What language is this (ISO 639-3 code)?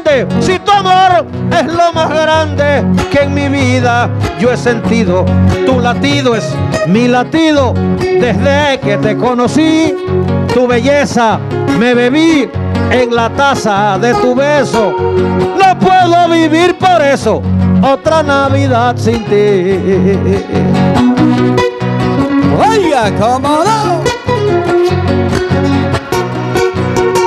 spa